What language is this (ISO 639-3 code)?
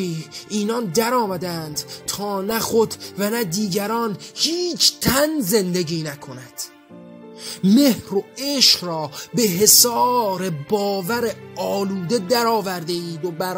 fas